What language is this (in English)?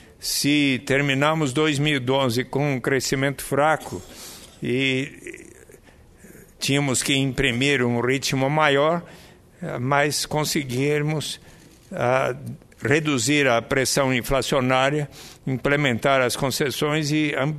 Portuguese